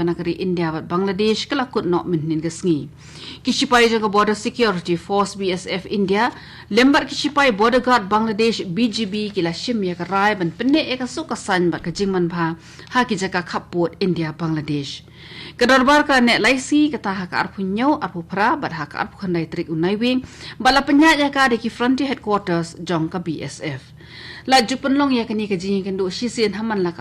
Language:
Khasi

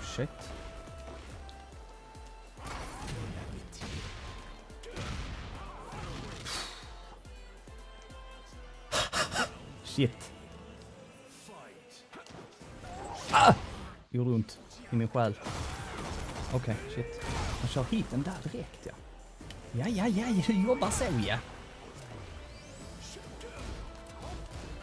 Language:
Swedish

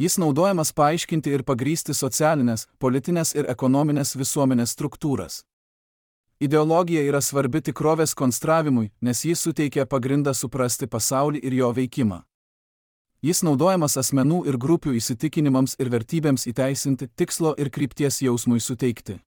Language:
Lithuanian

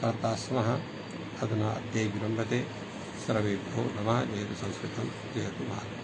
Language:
Sanskrit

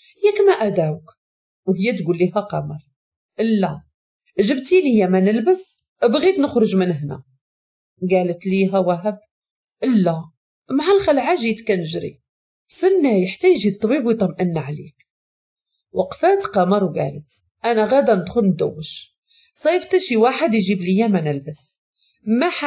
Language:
Moroccan Arabic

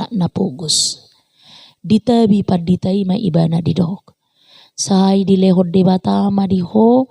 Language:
Batak Toba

